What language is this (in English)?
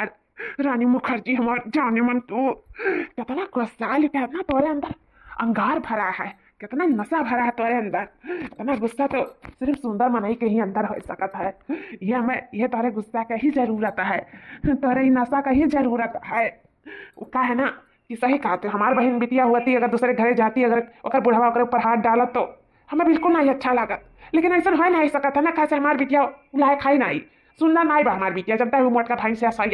Awadhi